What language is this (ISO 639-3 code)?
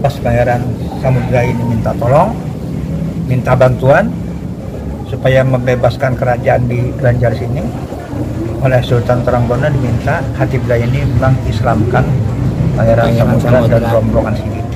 bjn